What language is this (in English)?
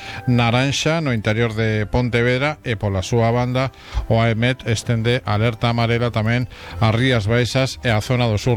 Galician